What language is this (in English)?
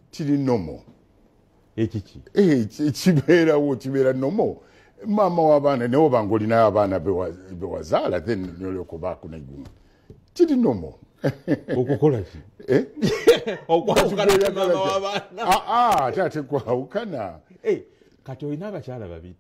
Ganda